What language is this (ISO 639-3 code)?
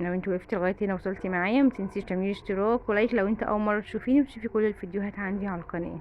arz